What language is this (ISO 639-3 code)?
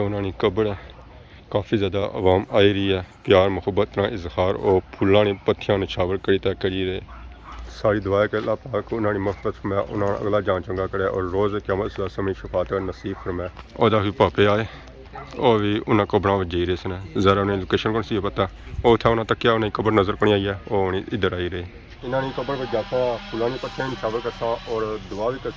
phr